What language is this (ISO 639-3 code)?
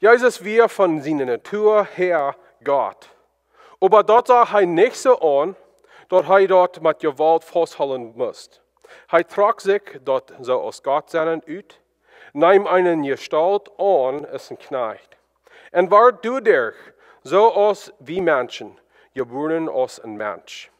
pdt